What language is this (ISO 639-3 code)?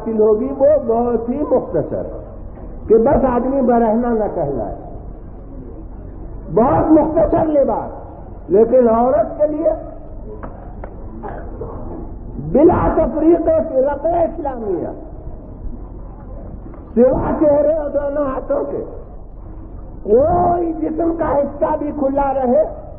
urd